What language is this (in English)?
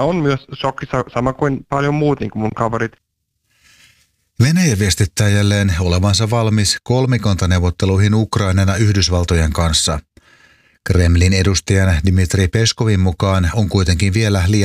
Finnish